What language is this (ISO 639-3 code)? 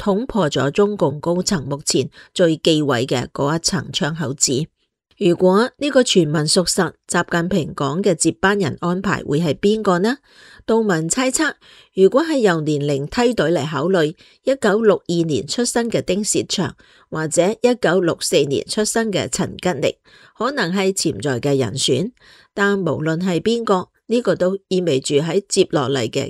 yue